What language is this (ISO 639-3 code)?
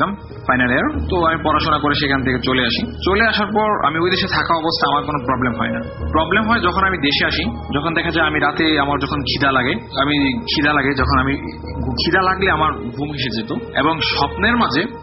ben